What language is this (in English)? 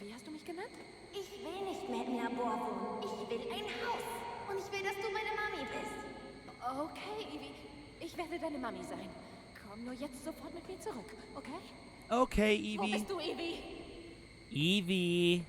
Bavarian